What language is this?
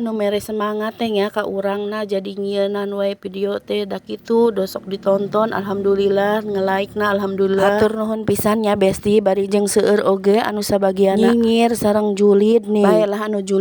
Sundanese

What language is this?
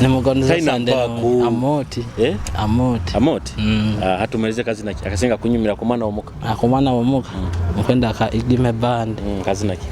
Nyoro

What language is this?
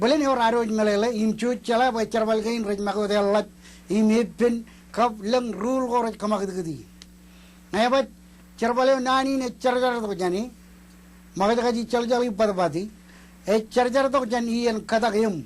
Marshallese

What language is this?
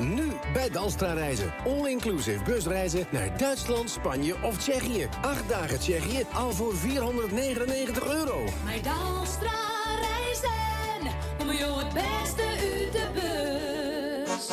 Western Frisian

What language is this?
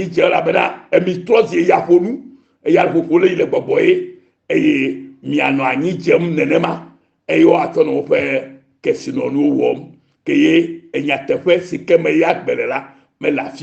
Ewe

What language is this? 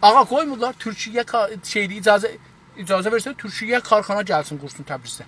South Azerbaijani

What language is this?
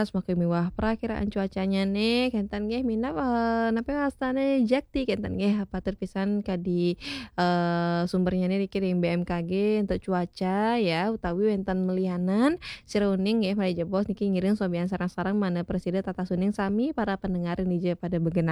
Balinese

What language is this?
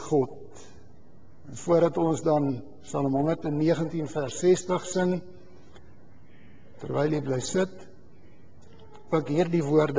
Afrikaans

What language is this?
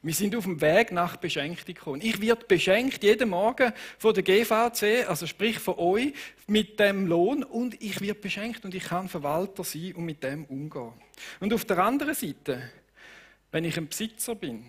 Swiss German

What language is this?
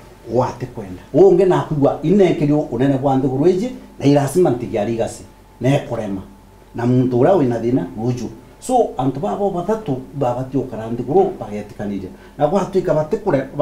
Meru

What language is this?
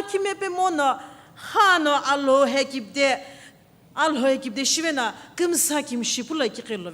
Sumi Naga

